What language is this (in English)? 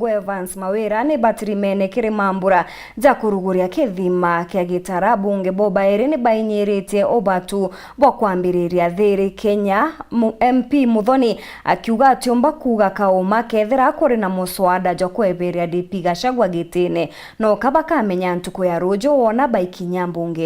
Meru